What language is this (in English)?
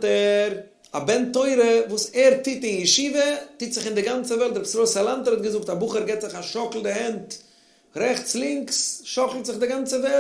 Yiddish